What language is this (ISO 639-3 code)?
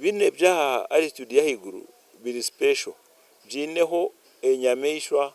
nyn